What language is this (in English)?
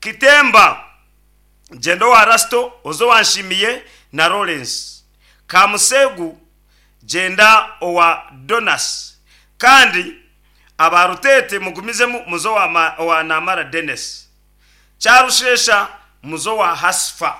Nyankole